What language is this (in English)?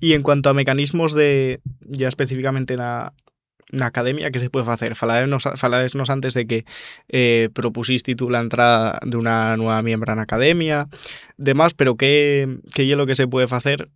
Asturian